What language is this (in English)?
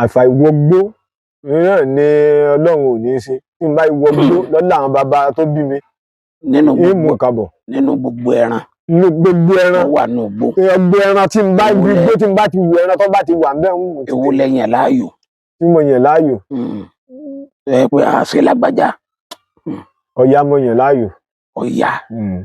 Yoruba